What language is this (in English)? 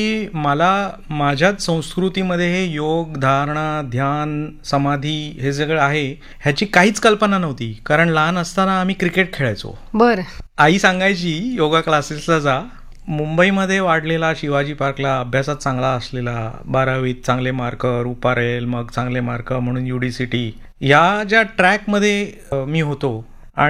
Marathi